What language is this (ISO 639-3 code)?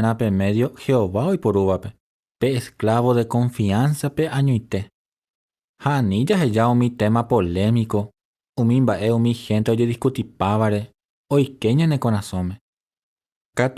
grn